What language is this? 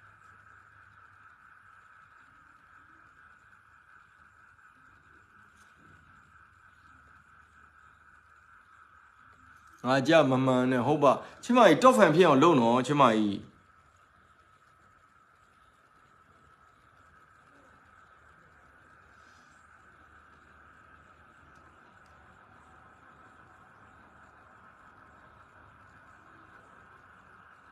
Burmese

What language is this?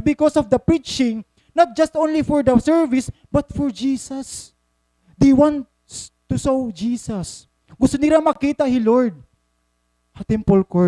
Waray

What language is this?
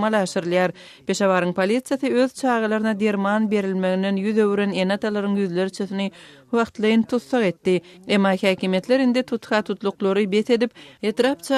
Turkmen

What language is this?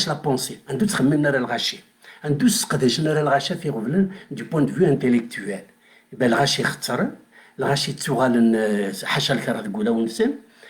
Kabyle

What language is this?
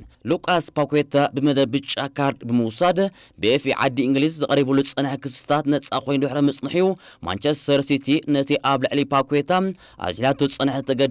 Tigrinya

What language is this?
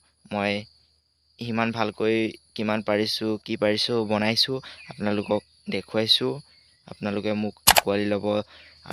Assamese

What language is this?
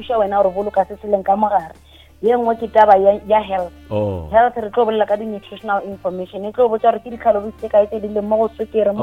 Northern Sotho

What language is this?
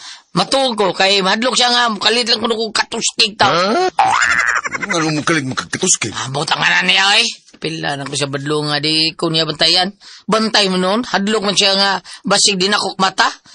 Cebuano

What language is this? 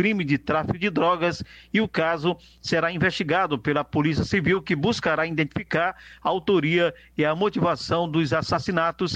Portuguese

